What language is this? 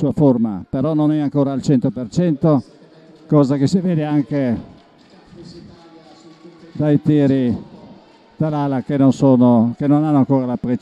Italian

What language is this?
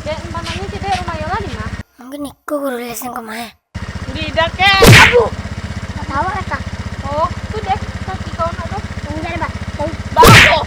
Minangkabau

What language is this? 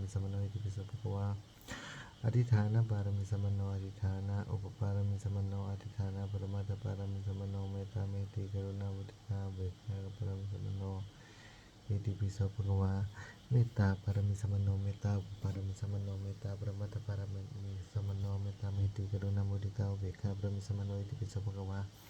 Pali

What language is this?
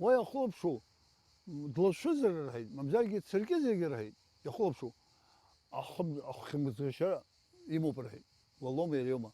Abkhazian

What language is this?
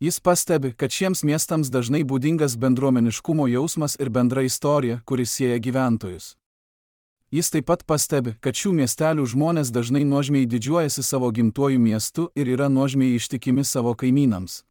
Lithuanian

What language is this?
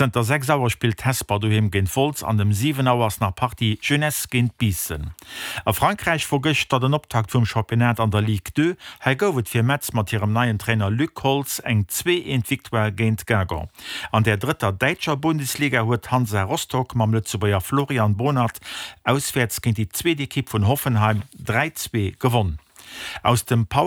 Luxembourgish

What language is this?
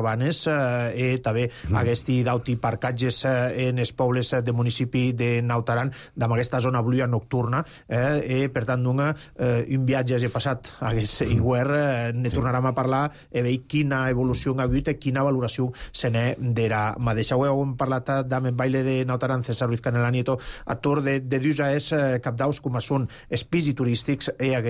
Catalan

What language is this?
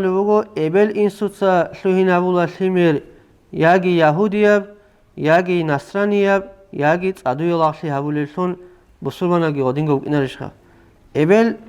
Avaric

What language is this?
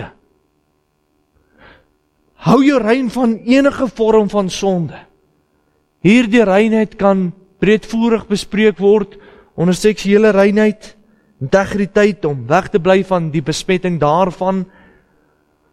Afrikaans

